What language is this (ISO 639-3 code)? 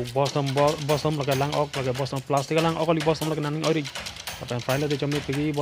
mjw